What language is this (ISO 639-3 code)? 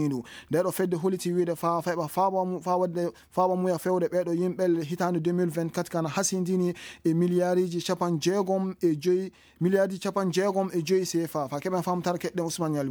ful